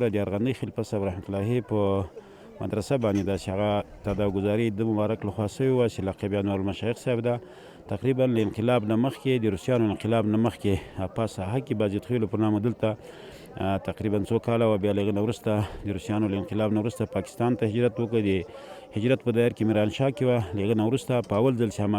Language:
Pashto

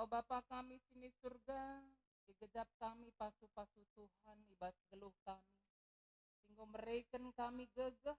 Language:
Batak Karo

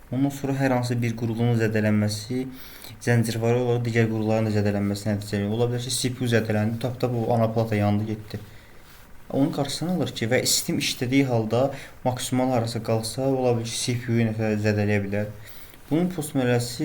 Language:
Azerbaijani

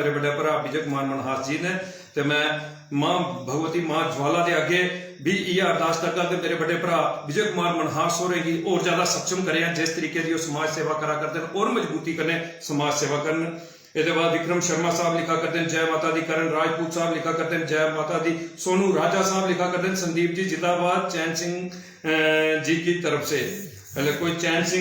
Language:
Dogri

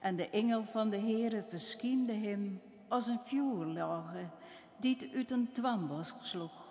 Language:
Western Frisian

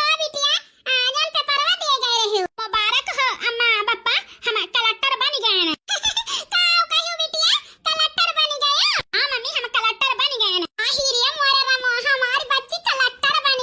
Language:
Awadhi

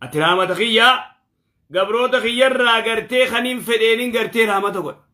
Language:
Oromo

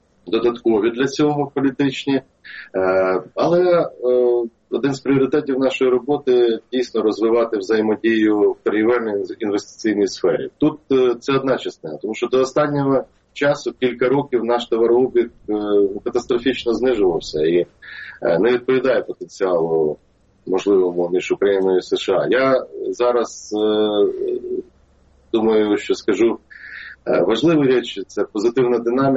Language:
Ukrainian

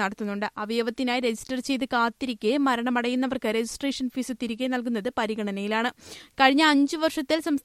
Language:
Malayalam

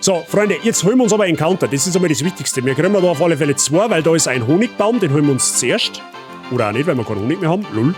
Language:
Bavarian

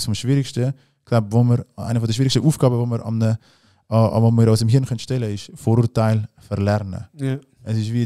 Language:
Swiss German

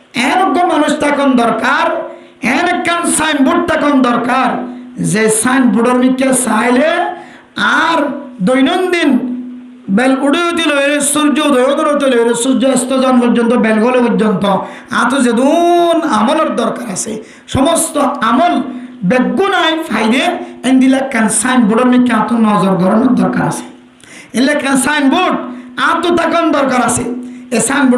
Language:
Rohingya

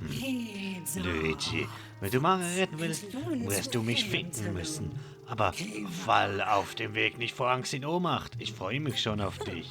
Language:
Swiss German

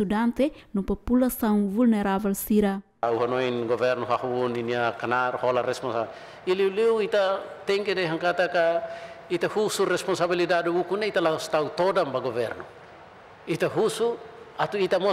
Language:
Tetum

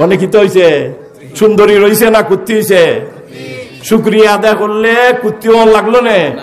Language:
Sylheti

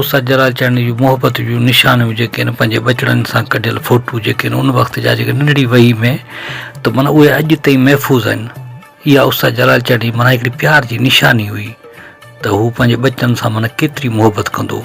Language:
Sindhi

